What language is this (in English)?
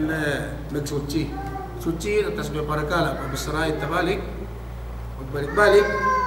Yakan